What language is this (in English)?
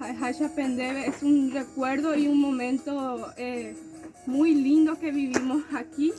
Guarani